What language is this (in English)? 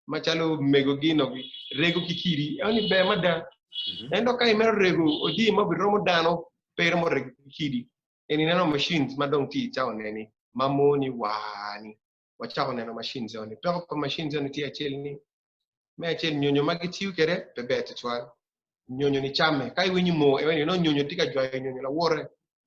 Acoli